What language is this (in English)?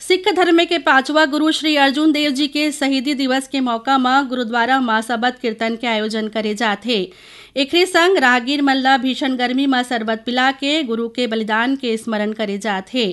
Chhattisgarhi